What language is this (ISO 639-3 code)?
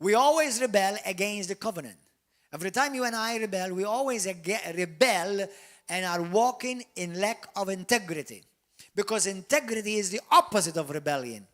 eng